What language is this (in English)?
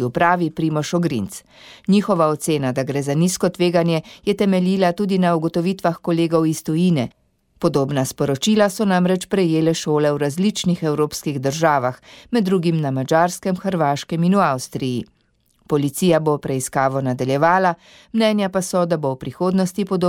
Slovenian